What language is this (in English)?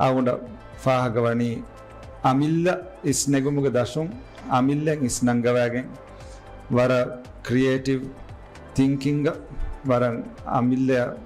Divehi